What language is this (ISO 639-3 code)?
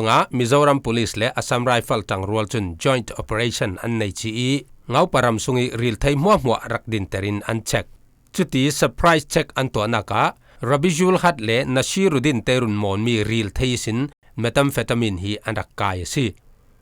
cfm